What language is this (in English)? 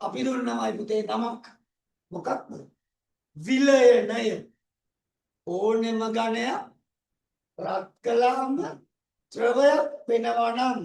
Sinhala